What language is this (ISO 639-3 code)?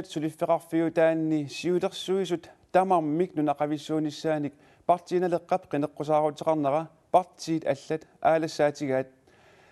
kal